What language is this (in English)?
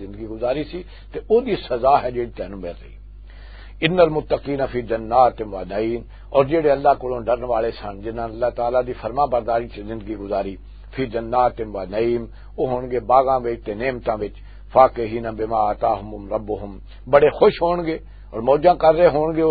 Western Panjabi